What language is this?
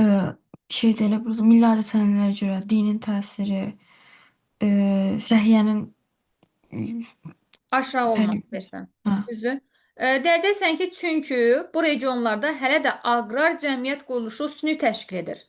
Azerbaijani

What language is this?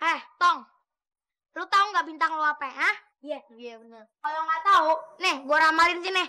Betawi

